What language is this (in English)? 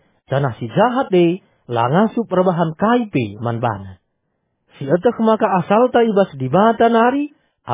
Batak Karo